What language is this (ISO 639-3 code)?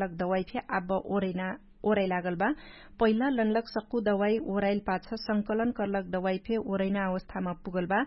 thl